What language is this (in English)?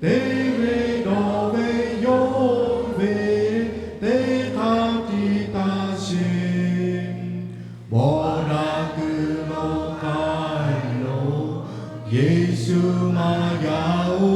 Lahu